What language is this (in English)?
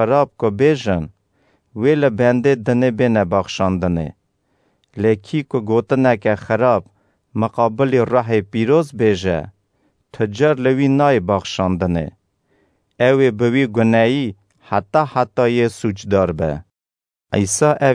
Kurdish